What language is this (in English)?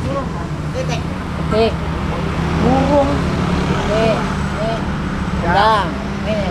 Banjar